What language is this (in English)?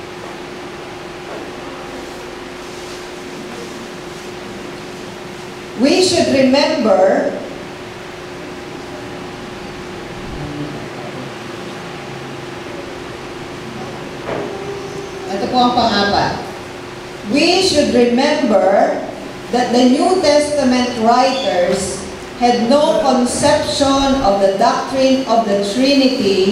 Filipino